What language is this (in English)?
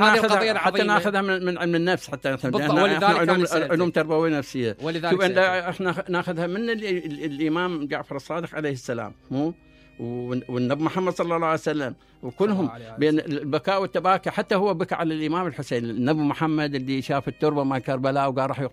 Mesopotamian Arabic